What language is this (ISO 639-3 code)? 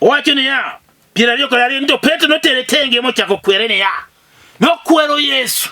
luo